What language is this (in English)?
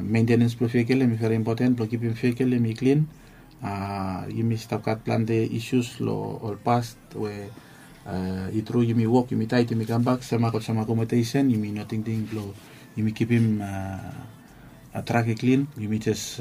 Bislama